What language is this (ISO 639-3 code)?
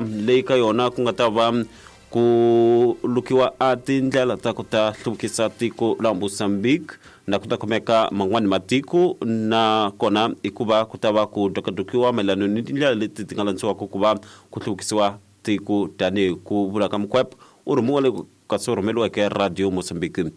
tso